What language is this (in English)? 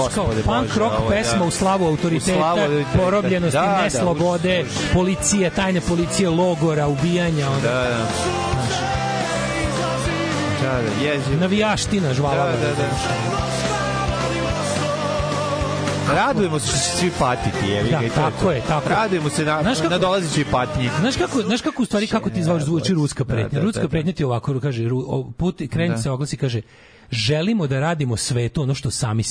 Serbian